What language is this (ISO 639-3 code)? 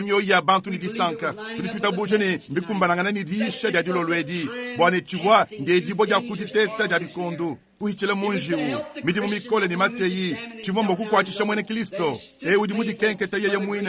lua